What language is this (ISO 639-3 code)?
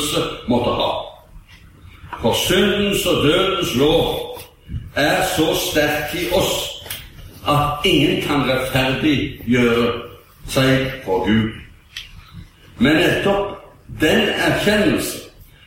nor